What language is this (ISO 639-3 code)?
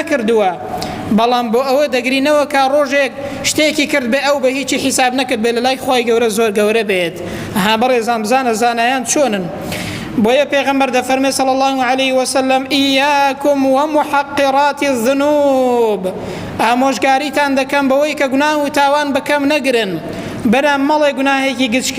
ckb